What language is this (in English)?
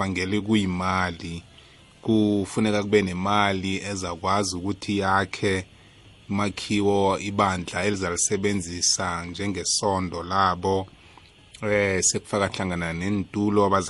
South Ndebele